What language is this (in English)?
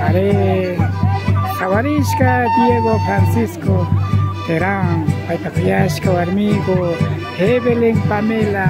Imbabura Highland Quichua